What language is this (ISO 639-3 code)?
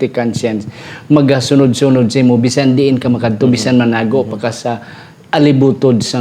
hil